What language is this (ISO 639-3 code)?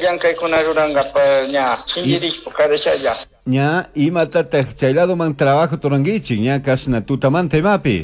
qug